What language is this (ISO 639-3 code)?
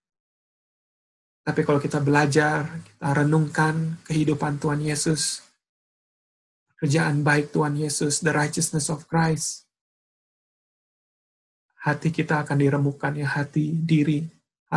ind